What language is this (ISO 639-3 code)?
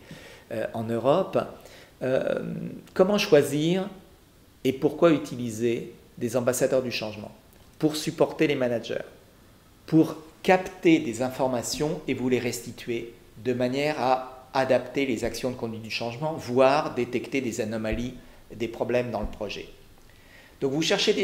fra